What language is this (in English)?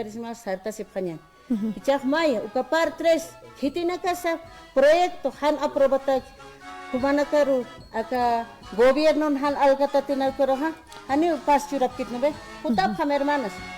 Aymara